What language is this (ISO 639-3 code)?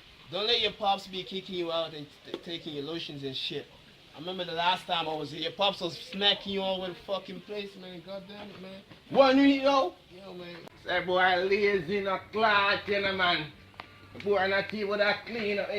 jam